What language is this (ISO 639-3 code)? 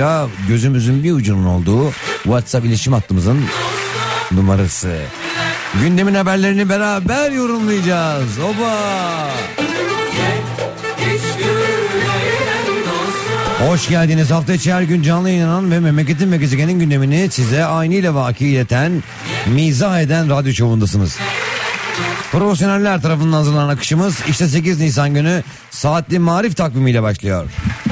tur